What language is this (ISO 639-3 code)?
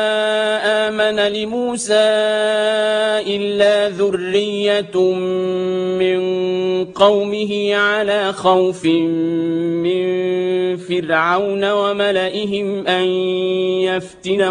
ara